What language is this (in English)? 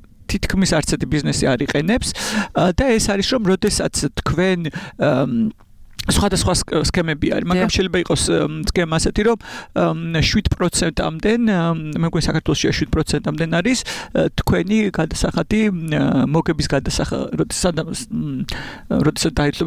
Georgian